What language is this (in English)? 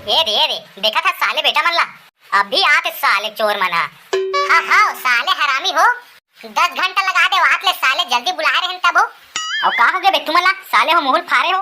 Chhattisgarhi